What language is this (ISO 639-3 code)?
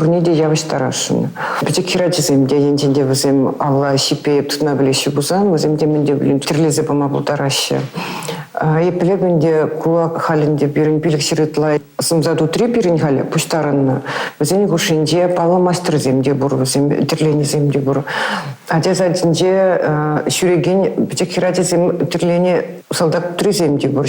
chv